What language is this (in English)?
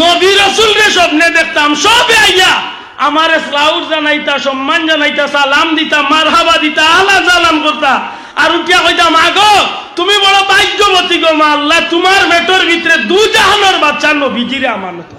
Sylheti